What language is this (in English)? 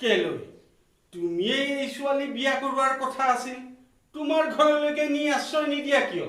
Assamese